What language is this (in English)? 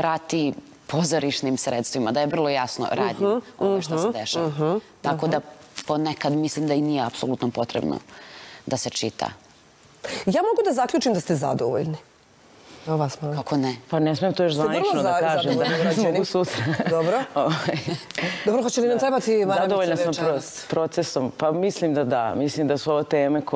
Bosnian